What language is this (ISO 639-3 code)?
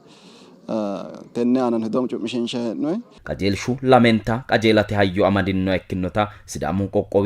sid